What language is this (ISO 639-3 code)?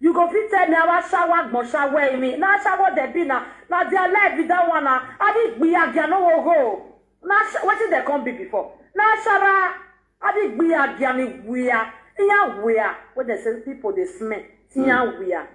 pcm